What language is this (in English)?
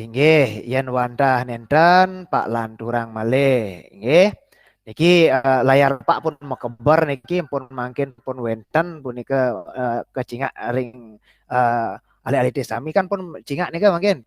Balinese